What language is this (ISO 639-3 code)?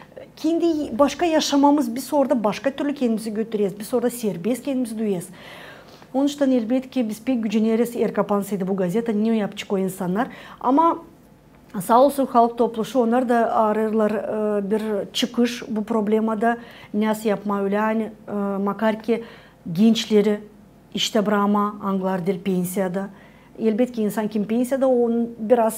gag